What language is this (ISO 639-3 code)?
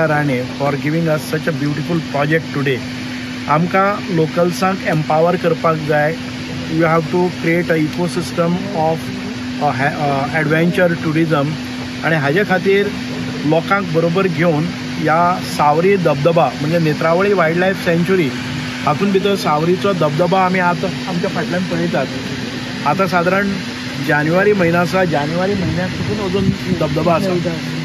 kok